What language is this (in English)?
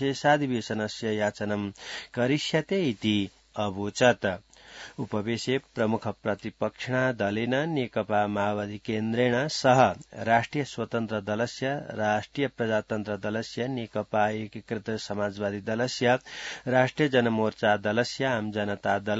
Sanskrit